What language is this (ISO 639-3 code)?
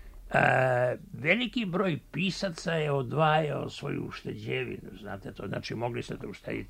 srp